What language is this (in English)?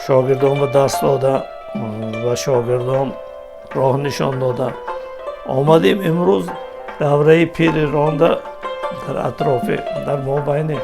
Tajik